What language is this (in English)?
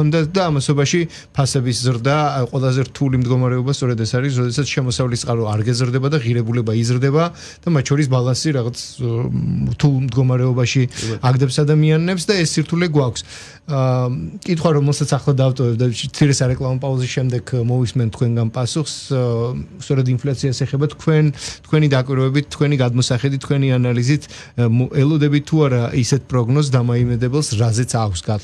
Georgian